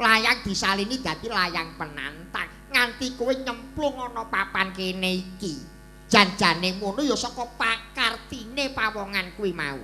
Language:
Javanese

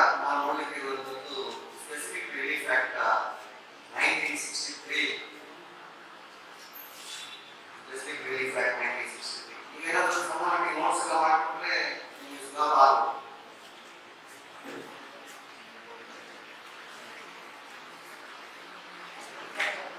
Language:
Kannada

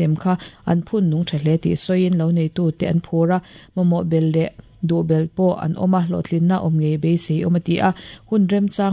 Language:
Mizo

